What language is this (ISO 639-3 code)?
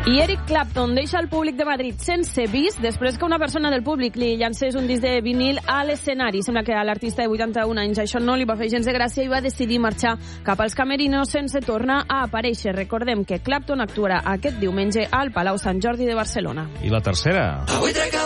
cat